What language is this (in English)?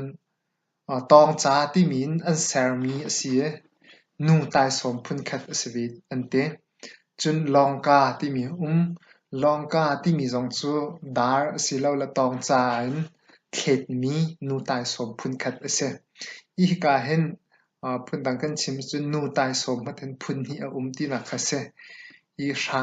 Hakha Chin